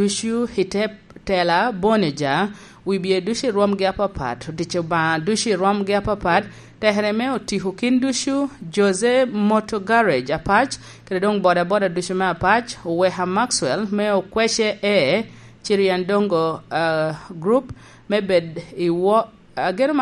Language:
Lango (Uganda)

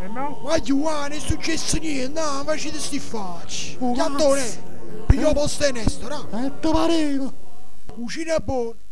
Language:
Neapolitan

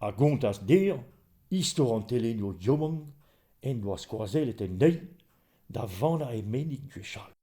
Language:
Breton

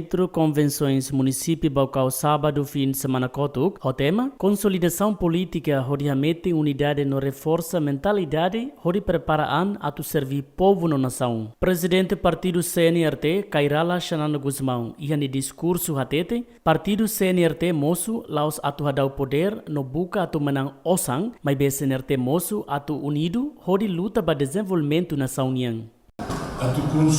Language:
Tetum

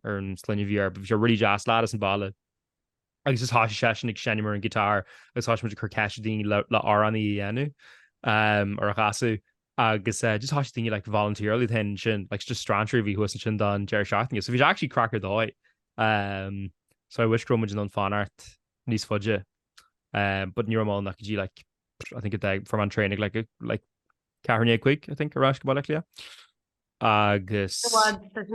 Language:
Irish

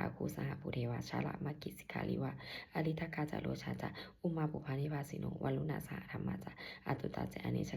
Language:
Pali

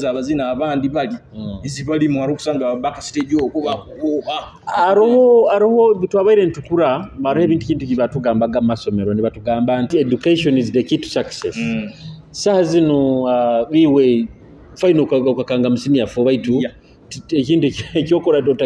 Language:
Nyoro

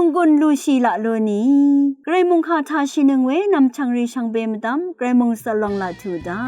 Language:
Rawang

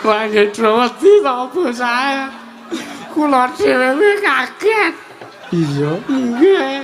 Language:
Javanese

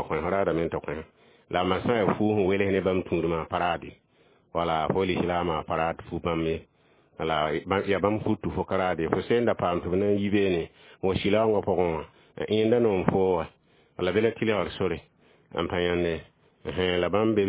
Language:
Mossi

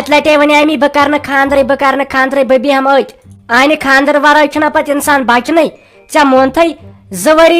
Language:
Kashmiri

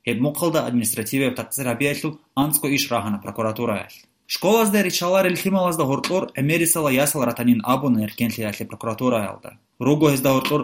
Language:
Avaric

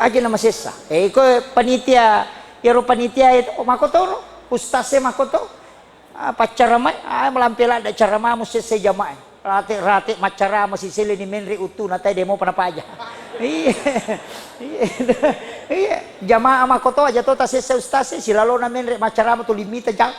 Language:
Buginese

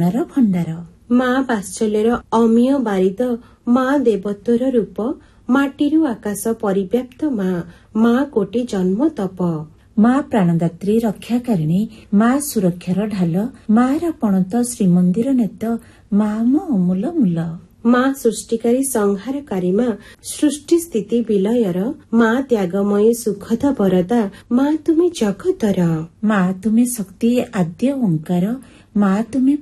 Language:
Odia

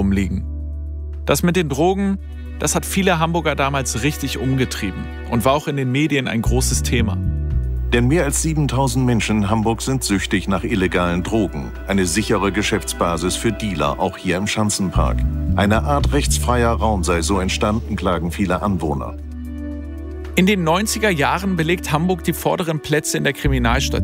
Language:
German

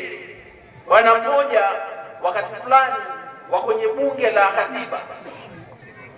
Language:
Swahili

